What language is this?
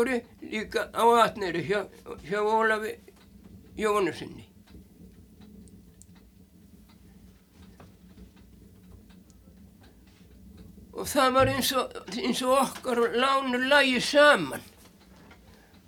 Icelandic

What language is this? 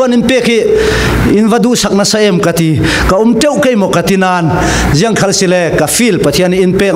Falam Chin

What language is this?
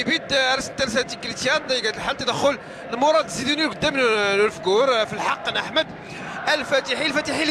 Moroccan Arabic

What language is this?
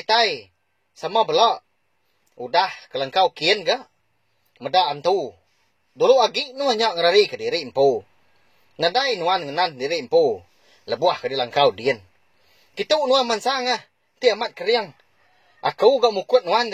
Iban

